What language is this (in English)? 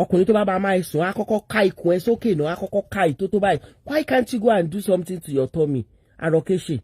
Yoruba